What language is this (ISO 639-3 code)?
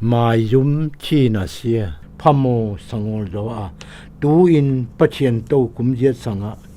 zom